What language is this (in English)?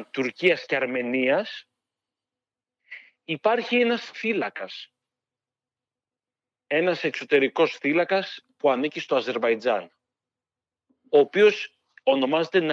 Greek